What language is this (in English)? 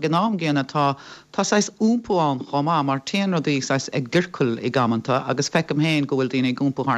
Irish